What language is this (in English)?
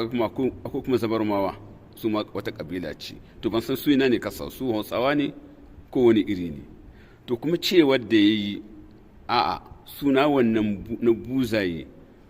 Hausa